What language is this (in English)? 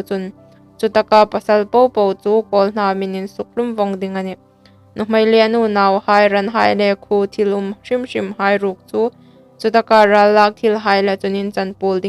Hmar